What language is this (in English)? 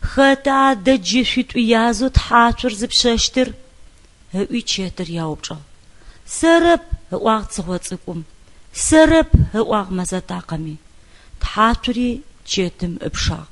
Adyghe